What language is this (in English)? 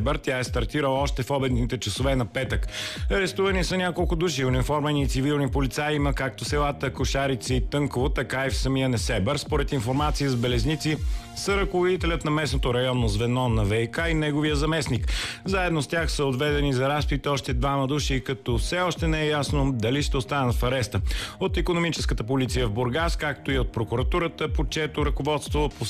Bulgarian